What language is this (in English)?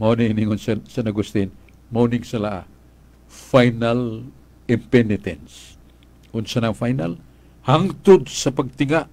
Cebuano